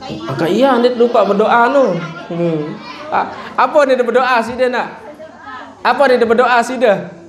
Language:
Sasak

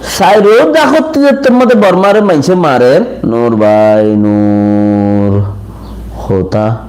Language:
Rohingya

